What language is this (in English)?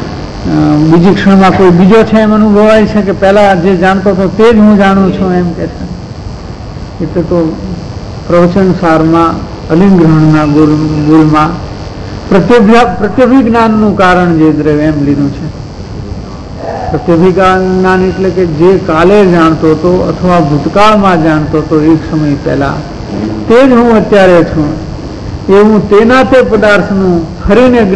Gujarati